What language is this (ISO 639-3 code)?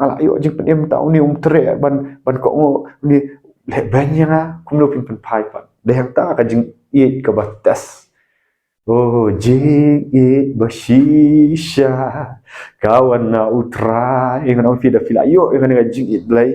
kha